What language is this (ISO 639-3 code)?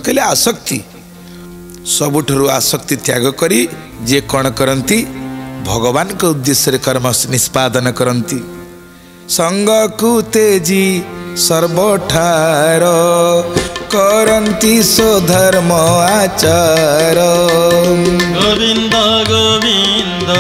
ori